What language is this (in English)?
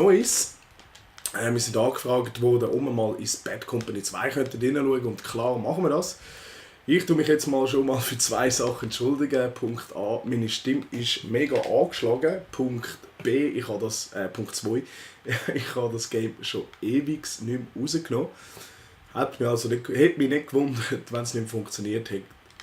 Swiss German